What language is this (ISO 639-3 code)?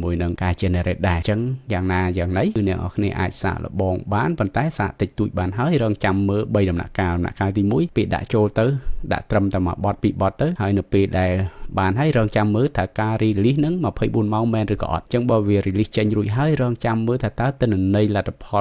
khm